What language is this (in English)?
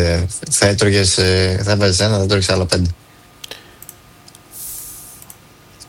Greek